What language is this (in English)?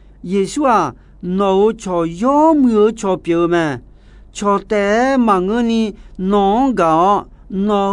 Akha